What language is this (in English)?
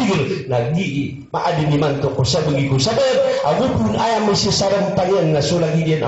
Maranao